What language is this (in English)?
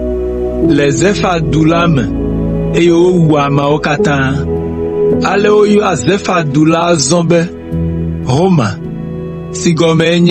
Ewe